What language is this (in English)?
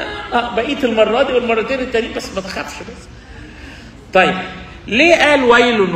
Egyptian Arabic